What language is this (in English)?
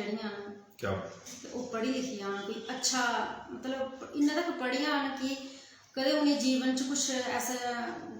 Dogri